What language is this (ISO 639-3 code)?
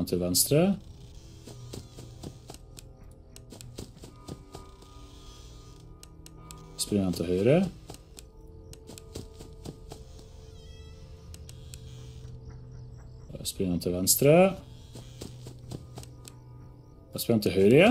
nor